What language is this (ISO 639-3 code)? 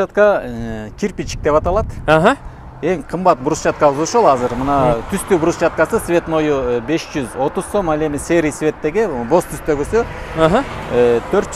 kir